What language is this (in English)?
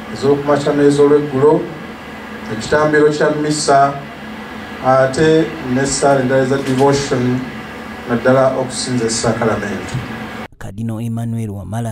Ganda